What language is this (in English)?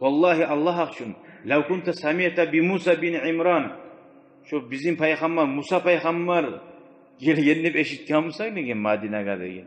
Kumyk